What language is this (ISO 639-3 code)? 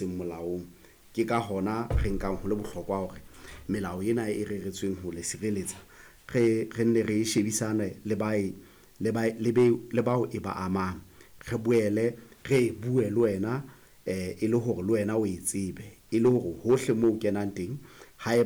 sot